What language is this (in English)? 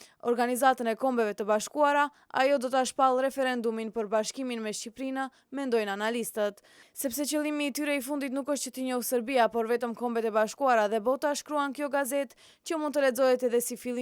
Albanian